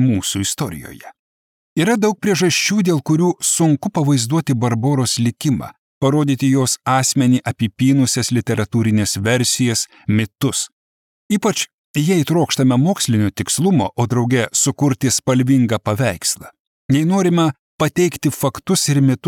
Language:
Lithuanian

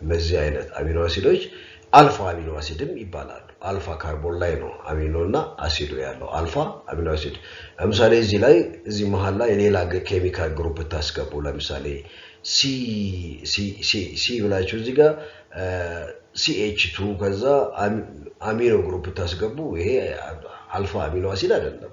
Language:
Amharic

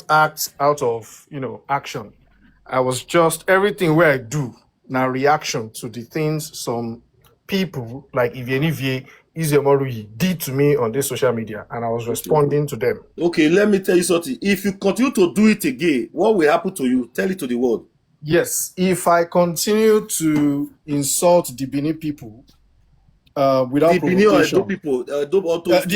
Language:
Nigerian Pidgin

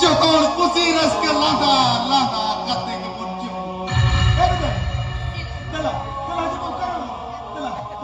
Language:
Santali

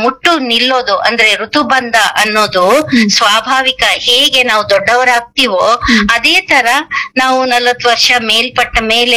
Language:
Kannada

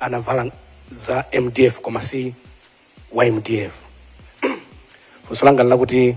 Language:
Nyanja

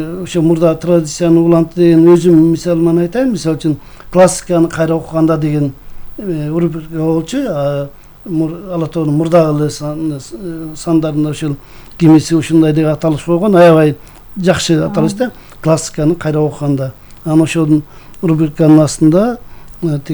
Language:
Kyrgyz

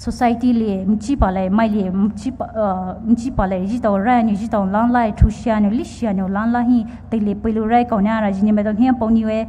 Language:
Poumei Naga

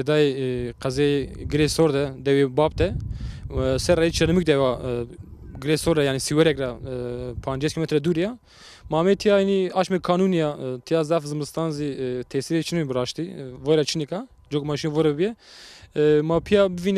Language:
Zaza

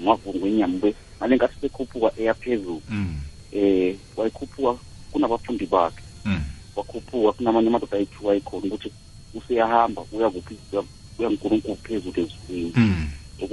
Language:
South Ndebele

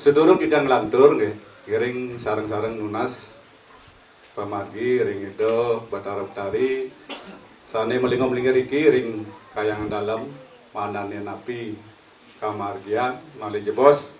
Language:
Balinese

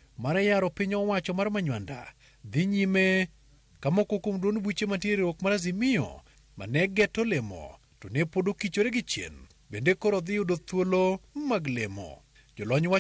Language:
Luo (Kenya and Tanzania)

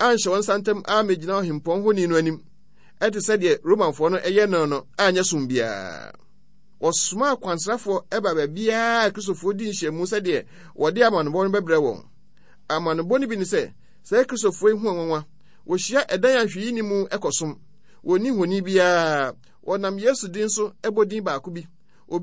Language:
Akan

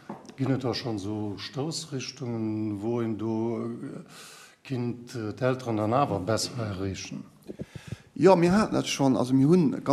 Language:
Luxembourgish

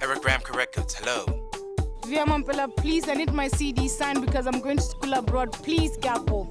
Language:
Tswana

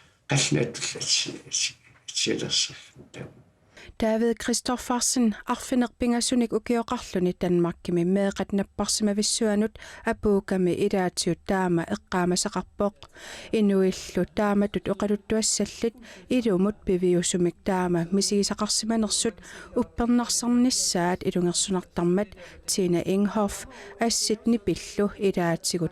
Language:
Kalaallisut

